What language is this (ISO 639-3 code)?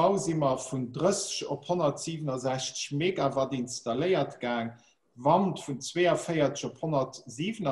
ltz